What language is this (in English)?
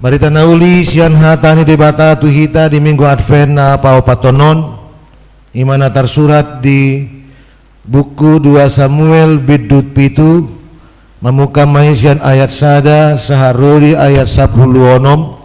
Batak Toba